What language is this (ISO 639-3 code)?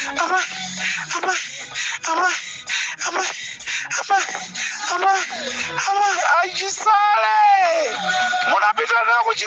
nya